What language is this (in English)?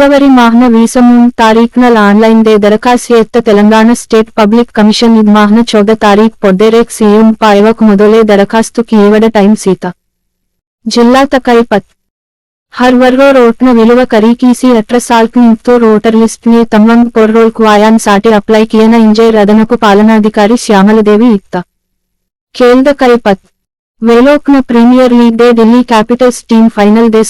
Gondi